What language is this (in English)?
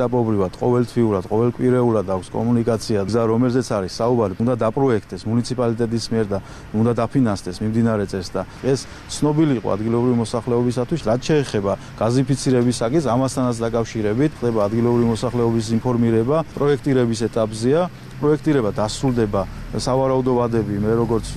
Georgian